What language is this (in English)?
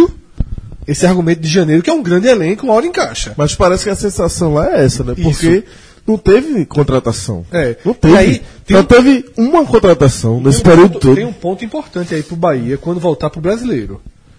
Portuguese